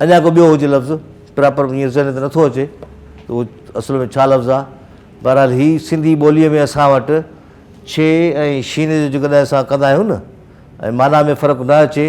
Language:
Sindhi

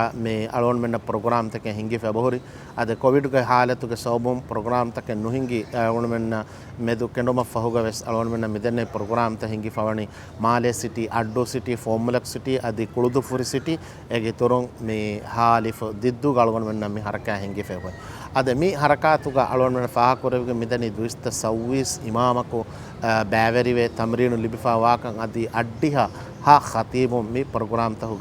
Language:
Divehi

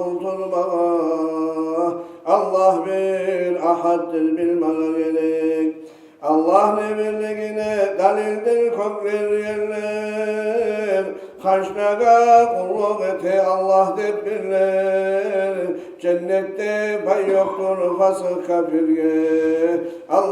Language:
Kumyk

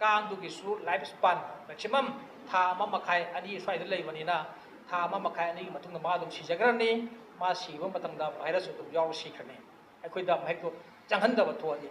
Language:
Manipuri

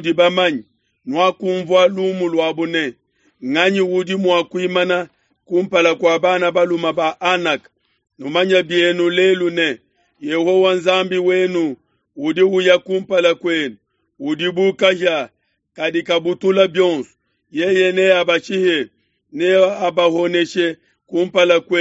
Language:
Luba-Lulua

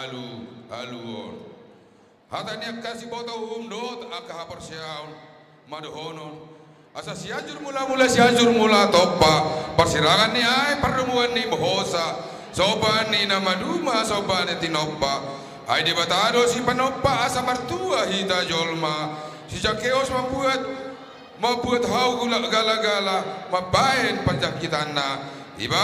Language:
Batak Toba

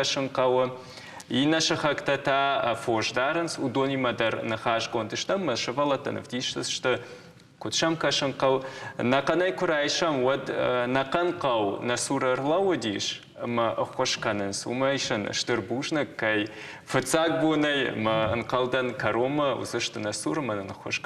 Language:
Ossetic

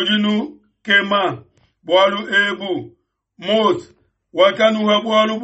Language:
Luba-Lulua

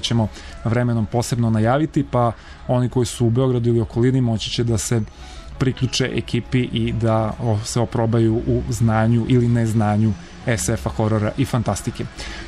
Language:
Serbian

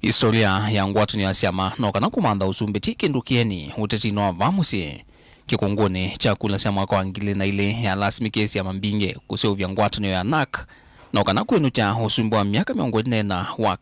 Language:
Kamba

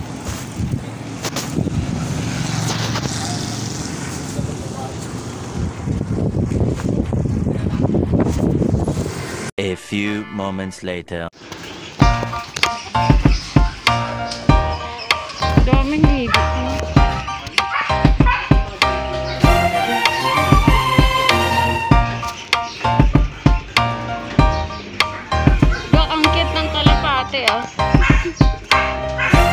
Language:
Filipino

